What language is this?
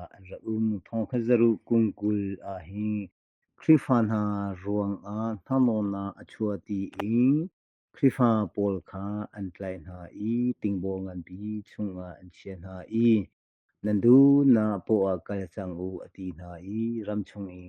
Hakha Chin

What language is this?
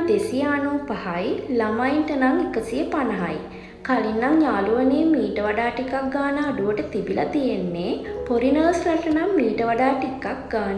Sinhala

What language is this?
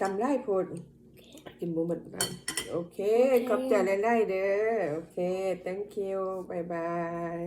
Lao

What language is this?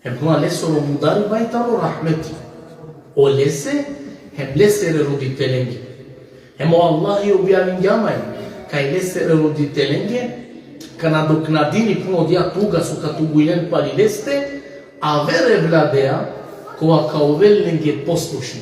Balkan Romani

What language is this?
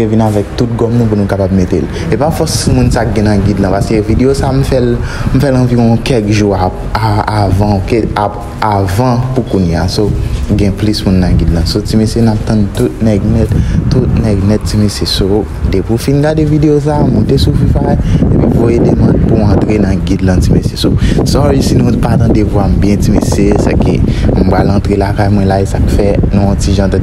Haitian Creole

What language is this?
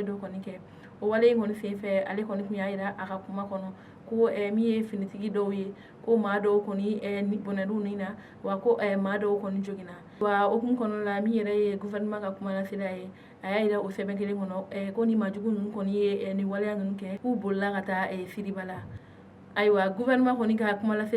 Bambara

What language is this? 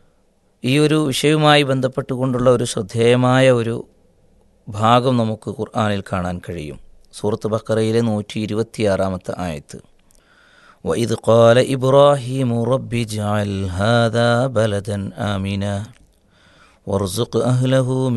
Malayalam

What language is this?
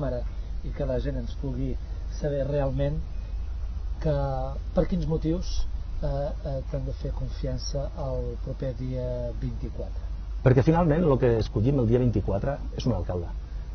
Catalan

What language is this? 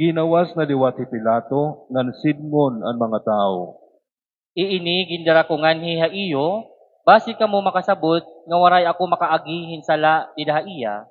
Waray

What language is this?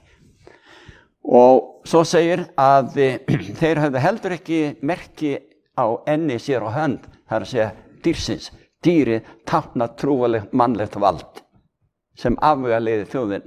Icelandic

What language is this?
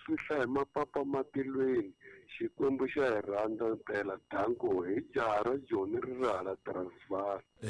Tsonga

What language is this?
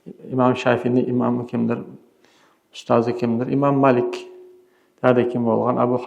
Kumyk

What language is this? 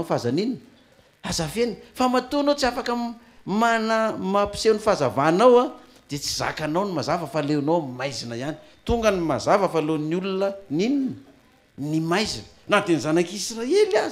Malagasy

